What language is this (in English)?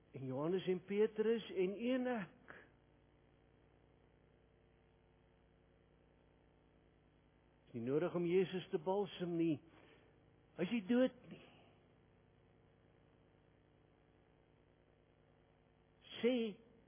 Afrikaans